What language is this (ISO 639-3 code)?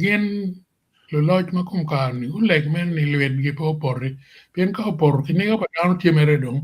ach